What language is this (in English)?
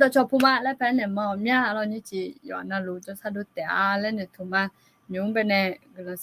Akha